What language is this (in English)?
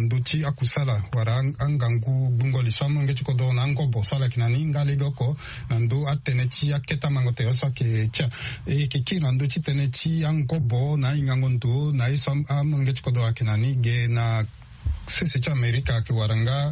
Sango